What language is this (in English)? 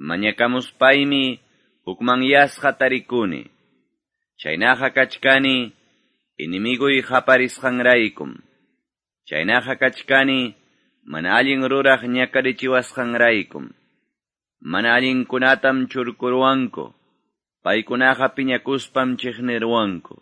Quechua